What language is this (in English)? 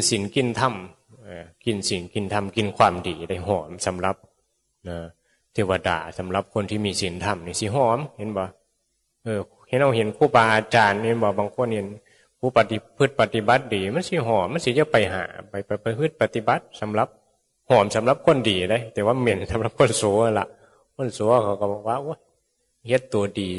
Northeastern Thai